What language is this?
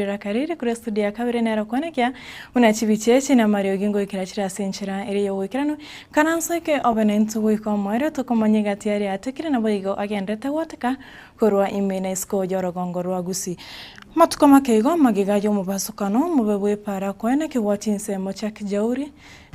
Gusii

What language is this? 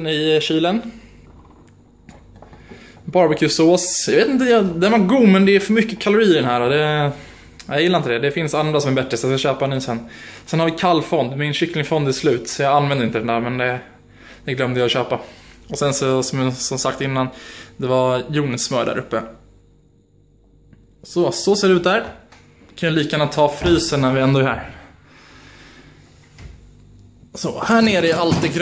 Swedish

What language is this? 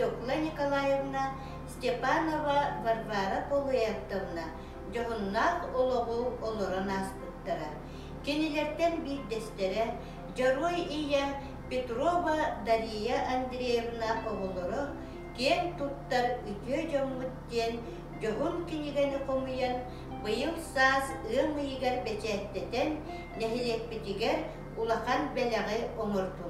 Yakut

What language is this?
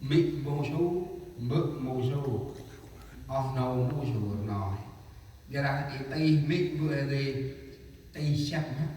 Central Mnong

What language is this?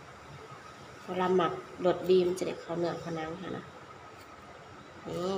Lao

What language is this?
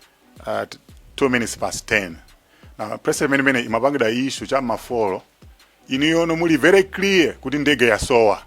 Nyanja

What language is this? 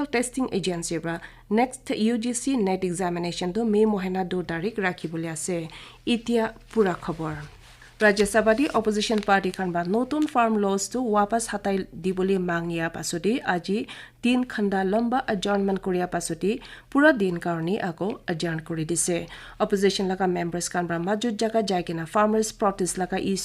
Naga Pidgin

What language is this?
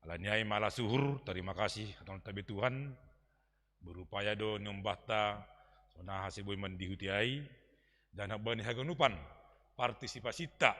Batak Simalungun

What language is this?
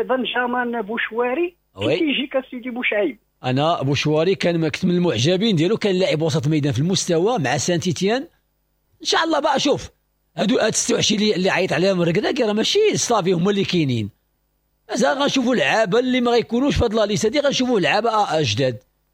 Moroccan Arabic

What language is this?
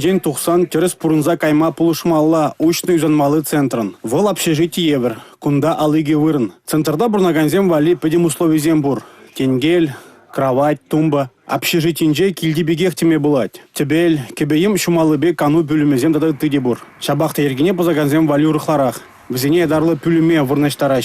Chuvash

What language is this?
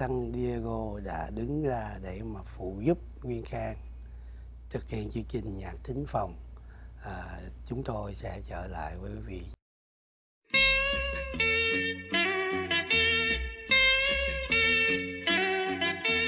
Vietnamese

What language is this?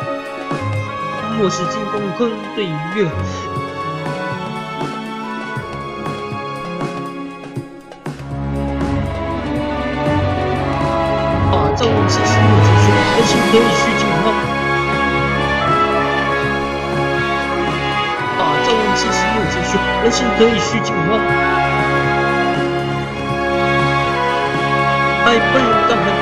Chinese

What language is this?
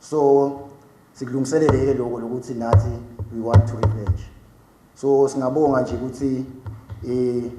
Swati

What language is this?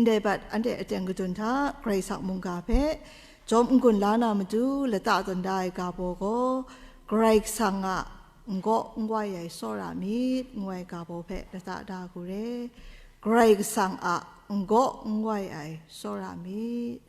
Kachin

